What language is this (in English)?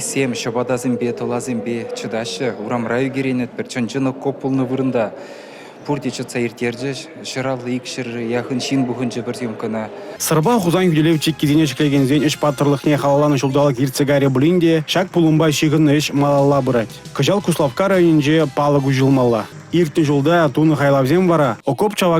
Chuvash